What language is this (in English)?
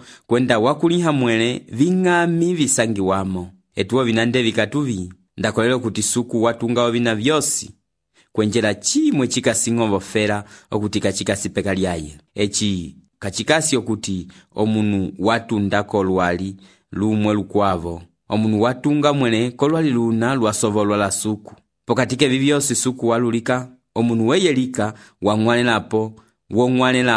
Umbundu